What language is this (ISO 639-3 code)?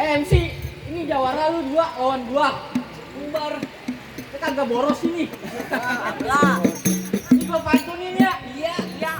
bew